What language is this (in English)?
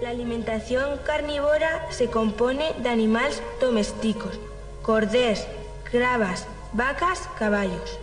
Aragonese